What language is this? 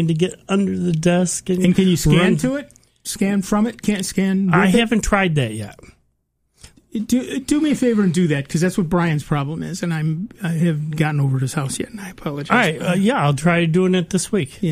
English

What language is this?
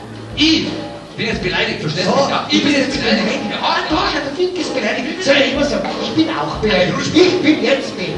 Bavarian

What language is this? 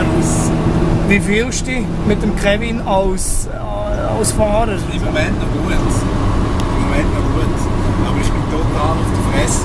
Swiss German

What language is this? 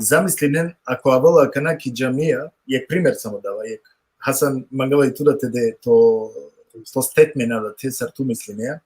Balkan Romani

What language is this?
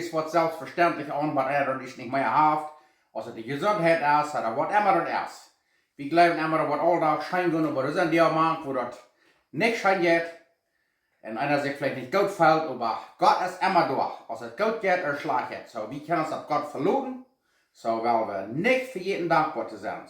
Plautdietsch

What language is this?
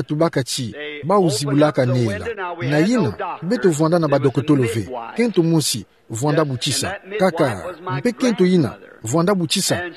Kituba (Democratic Republic of Congo)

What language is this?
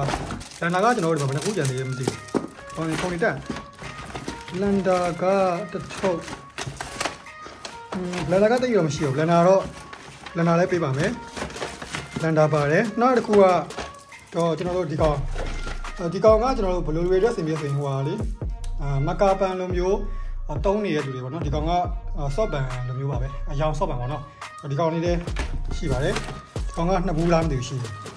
Burmese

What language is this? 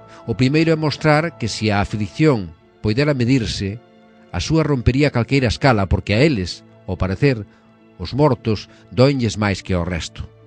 Galician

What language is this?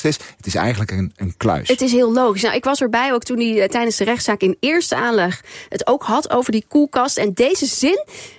Dutch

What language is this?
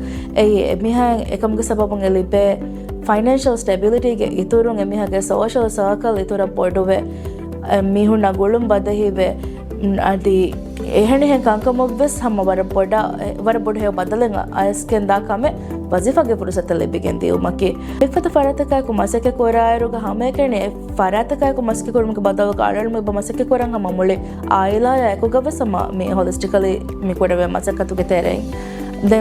Divehi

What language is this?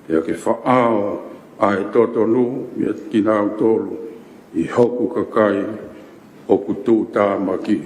Tongan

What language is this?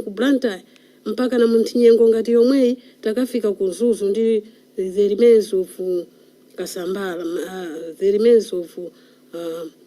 Nyanja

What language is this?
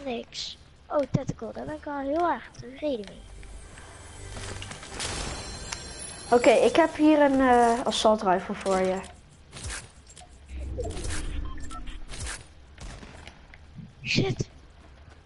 Dutch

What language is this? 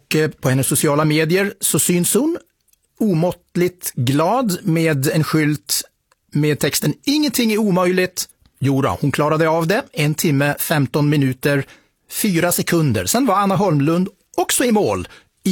Swedish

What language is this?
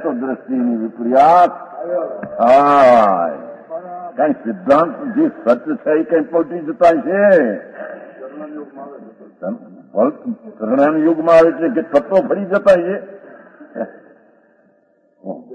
Gujarati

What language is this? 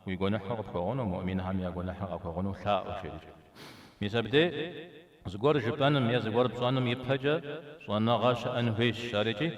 Kabardian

